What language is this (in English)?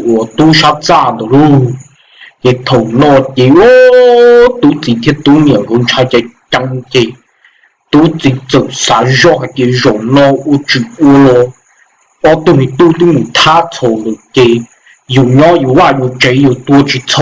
Hmong